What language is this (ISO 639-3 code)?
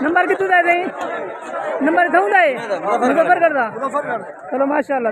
skr